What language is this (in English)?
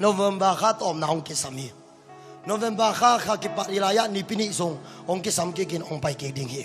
Tedim Chin